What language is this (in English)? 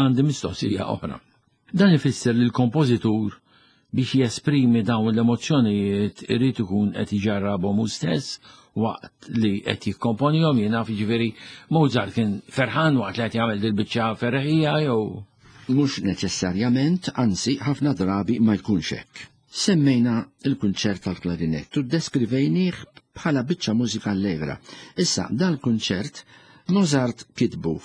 Maltese